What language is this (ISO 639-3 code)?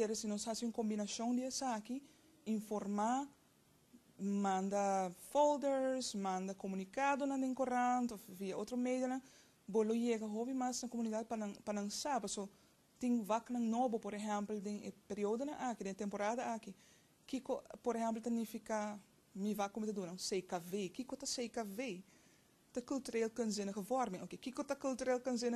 pap